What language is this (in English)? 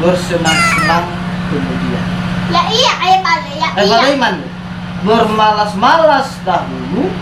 Nias